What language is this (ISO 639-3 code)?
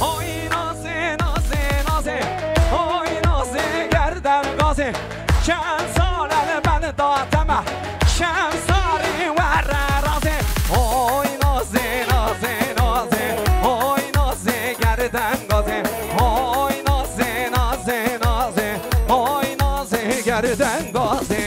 kur